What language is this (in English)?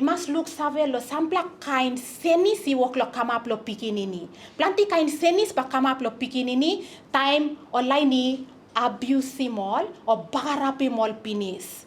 Tok Pisin